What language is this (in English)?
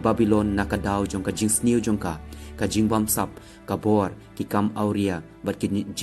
Khasi